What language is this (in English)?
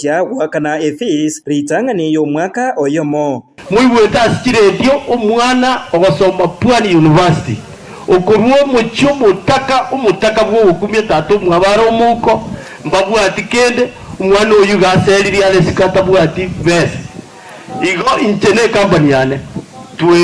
Gusii